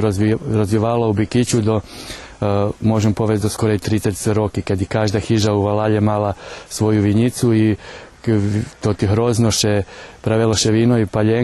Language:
Rusyn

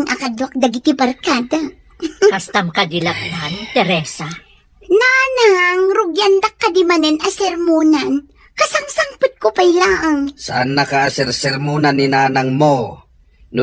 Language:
Iloko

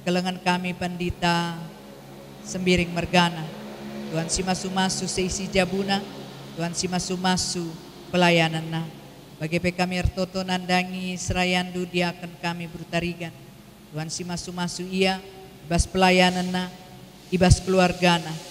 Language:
Batak Karo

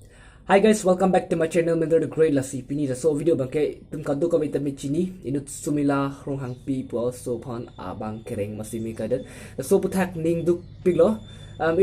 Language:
Karbi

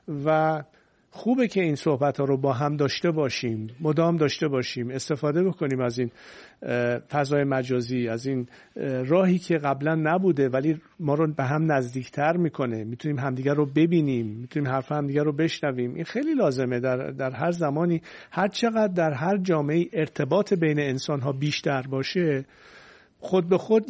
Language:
Persian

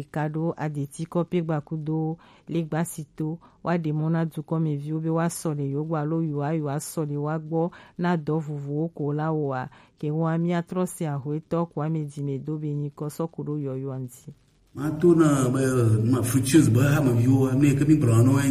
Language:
Gen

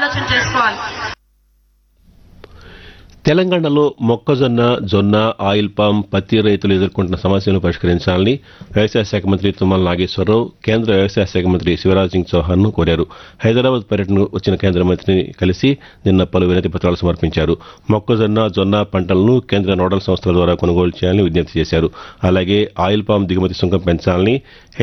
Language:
Telugu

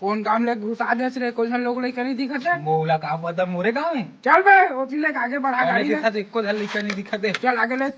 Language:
Chhattisgarhi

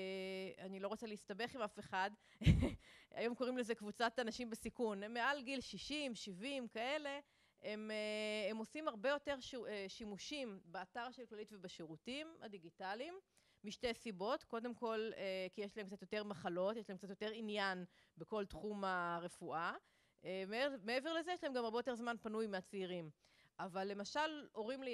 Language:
Hebrew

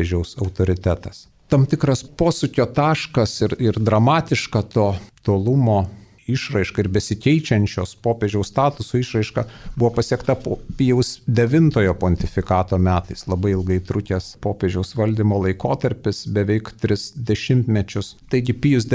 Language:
Lithuanian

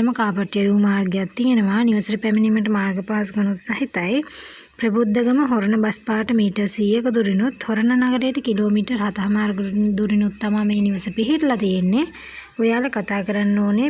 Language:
Sinhala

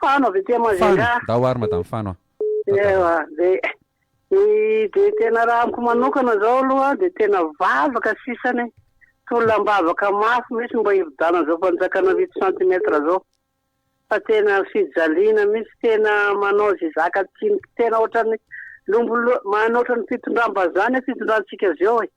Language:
Malagasy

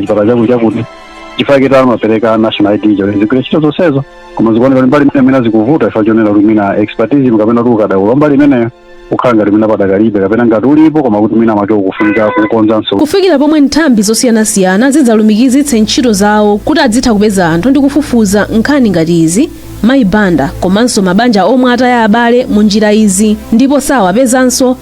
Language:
Nyanja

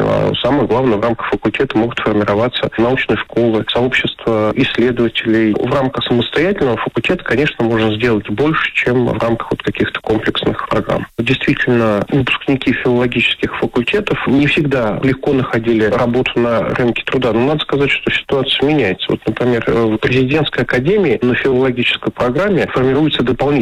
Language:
Russian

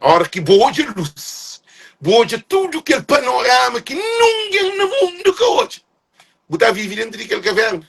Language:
Kabuverdianu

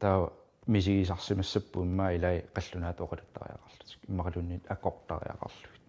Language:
Kalaallisut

